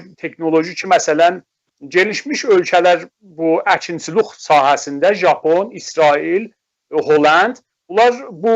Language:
South Azerbaijani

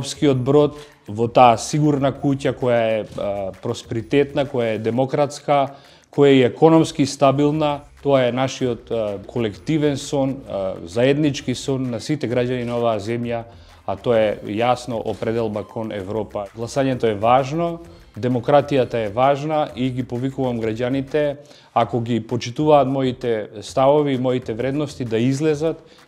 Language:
Macedonian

